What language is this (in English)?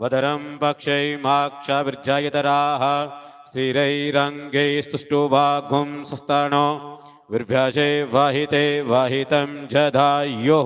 Dogri